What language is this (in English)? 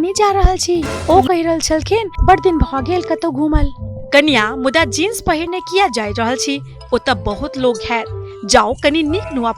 Maithili